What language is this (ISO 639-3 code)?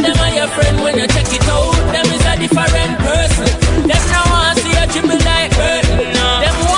jam